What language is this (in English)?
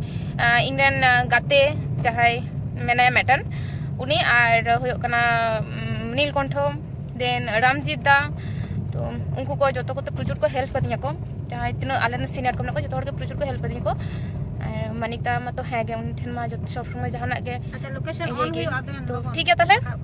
Santali